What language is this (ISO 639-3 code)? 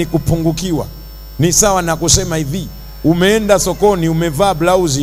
swa